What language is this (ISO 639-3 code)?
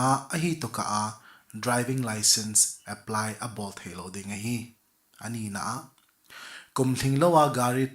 tcz